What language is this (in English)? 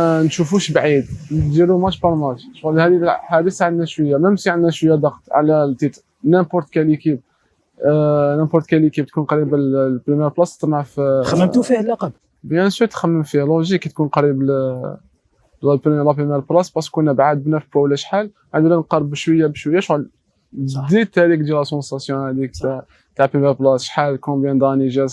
Algerian Arabic